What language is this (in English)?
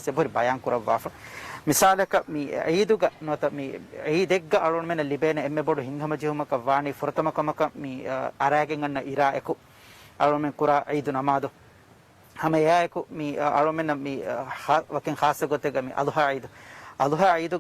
Divehi